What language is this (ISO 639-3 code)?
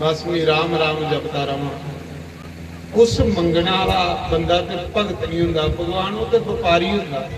doi